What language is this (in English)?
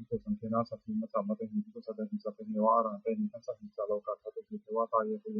Pali